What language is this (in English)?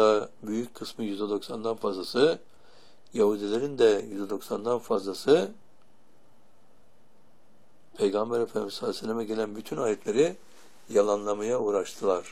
Turkish